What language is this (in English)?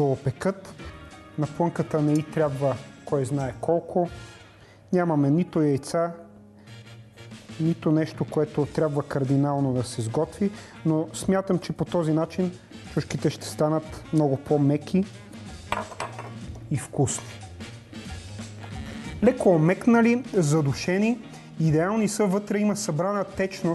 Bulgarian